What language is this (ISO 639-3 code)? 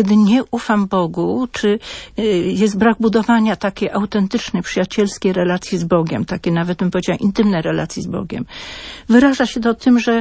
pol